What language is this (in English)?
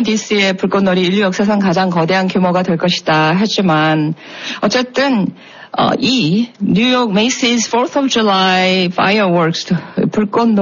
Korean